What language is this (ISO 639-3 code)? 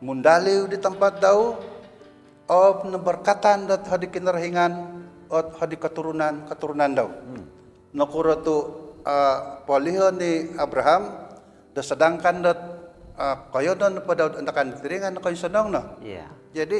dtp